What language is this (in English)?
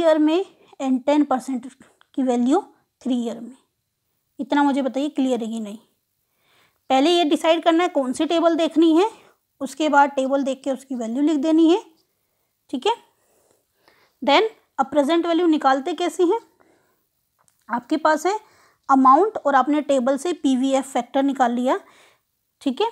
Hindi